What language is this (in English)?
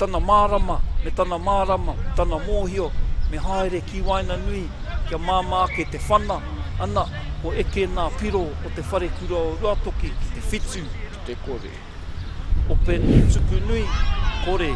Māori